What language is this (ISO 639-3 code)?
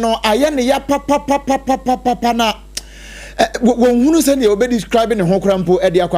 aka